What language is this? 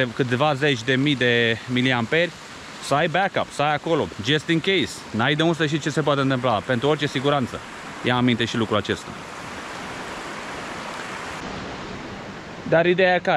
Romanian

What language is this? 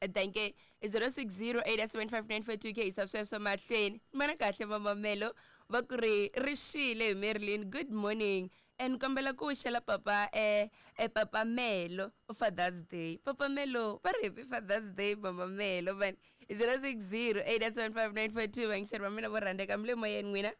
Tsonga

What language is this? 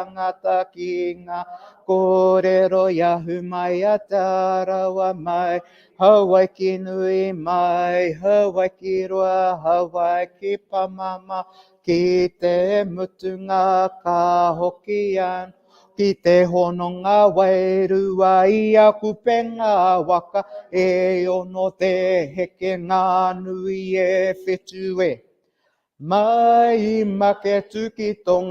Māori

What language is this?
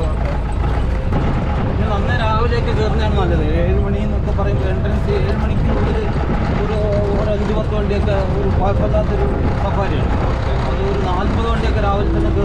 Malayalam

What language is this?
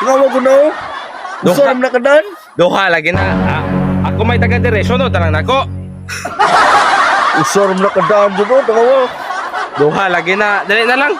Cebuano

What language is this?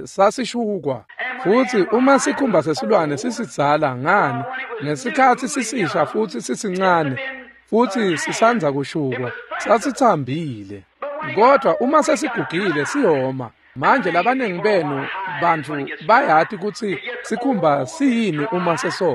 Swati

